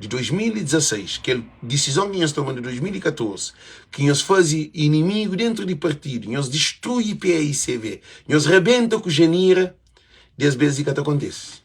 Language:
Kabuverdianu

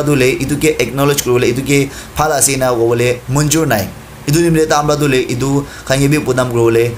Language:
Naga Pidgin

